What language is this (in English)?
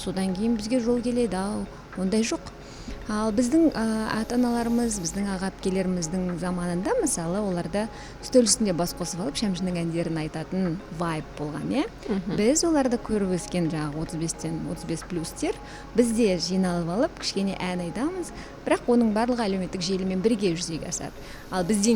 Kazakh